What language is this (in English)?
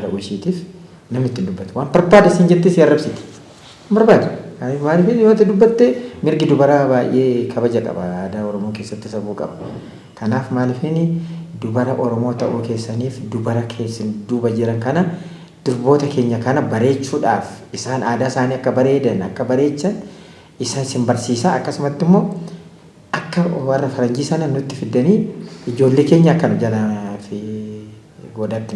Oromo